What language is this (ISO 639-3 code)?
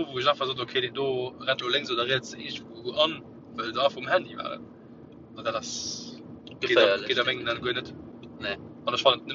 ltz